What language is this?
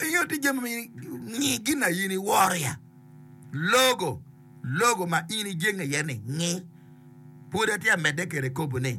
Acoli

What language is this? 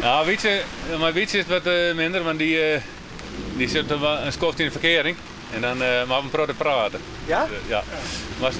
Western Frisian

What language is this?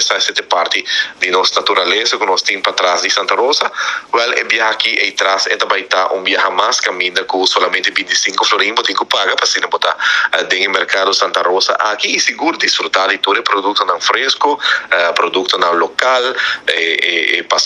Papiamento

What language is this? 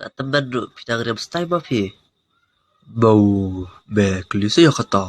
Khasi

